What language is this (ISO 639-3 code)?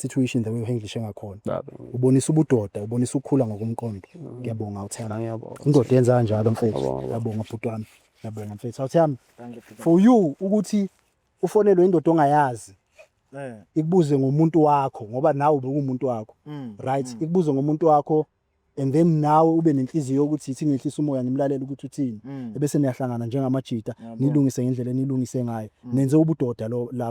zul